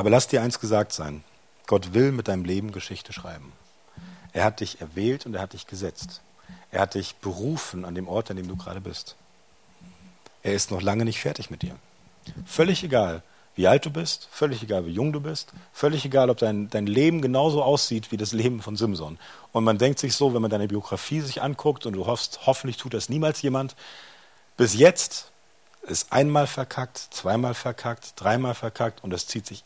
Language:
German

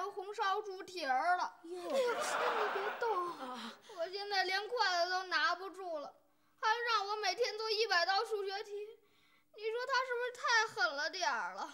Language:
Chinese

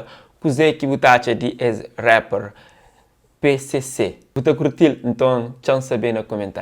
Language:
Kabuverdianu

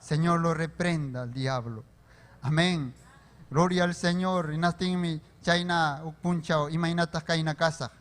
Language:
Ayacucho Quechua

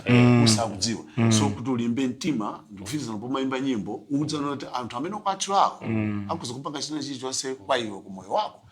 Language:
Nyanja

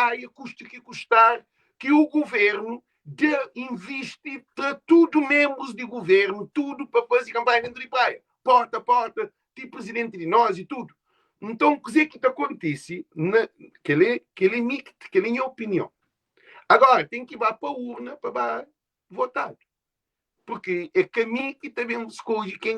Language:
Kabuverdianu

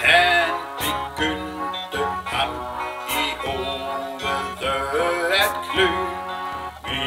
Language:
Danish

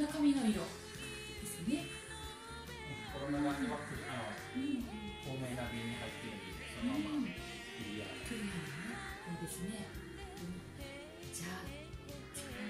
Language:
Japanese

